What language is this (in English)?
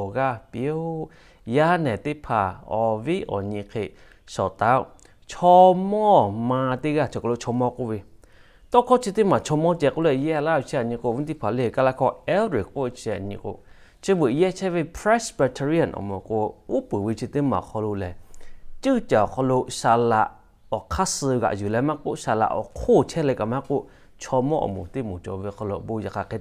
Lahu